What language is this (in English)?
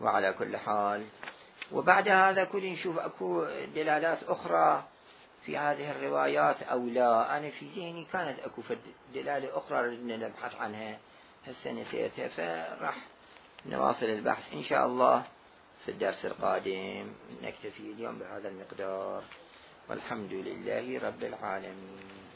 Mesopotamian Arabic